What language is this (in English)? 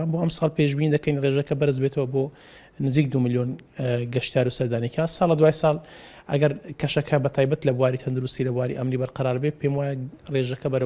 Central Kurdish